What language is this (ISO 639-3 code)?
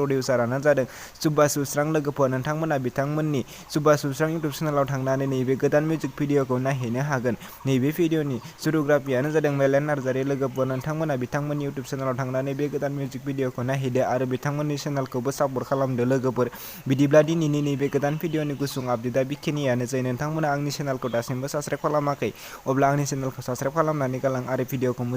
brx